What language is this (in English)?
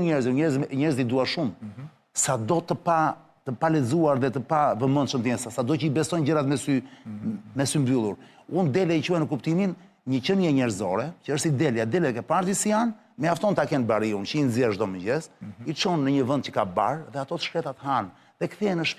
Albanian